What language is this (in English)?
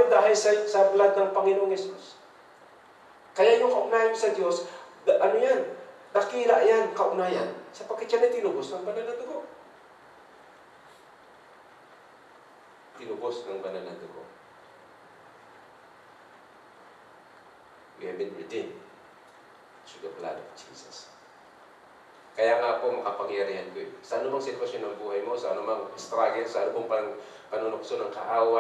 Filipino